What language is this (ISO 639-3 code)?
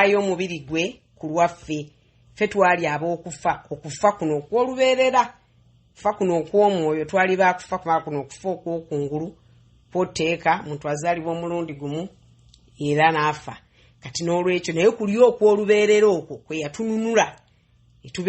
lug